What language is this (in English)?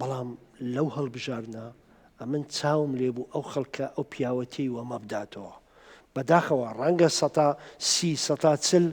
Central Kurdish